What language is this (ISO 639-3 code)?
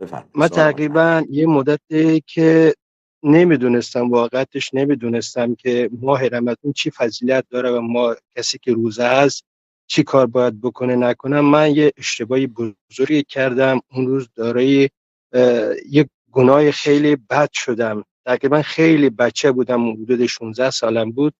fas